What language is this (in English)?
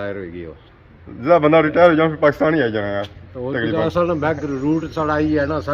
Pahari-Potwari